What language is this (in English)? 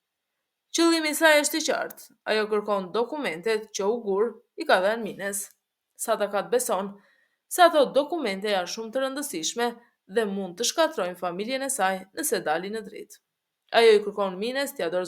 Albanian